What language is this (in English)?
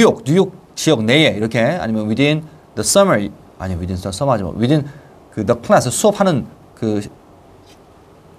Korean